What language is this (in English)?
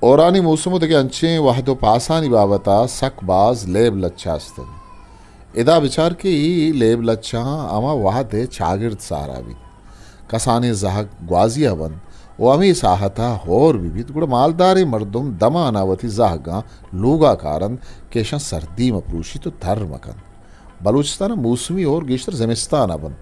Eastern Balochi